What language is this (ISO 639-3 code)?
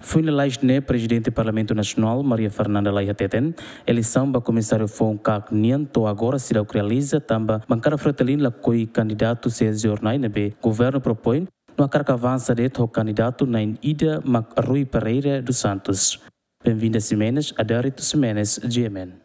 tet